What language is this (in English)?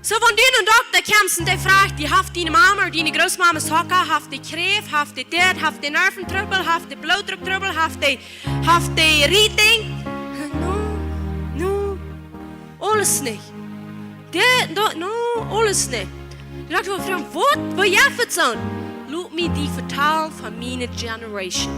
Plautdietsch